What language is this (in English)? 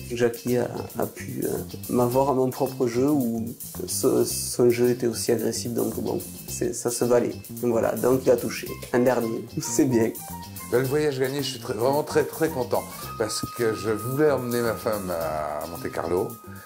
French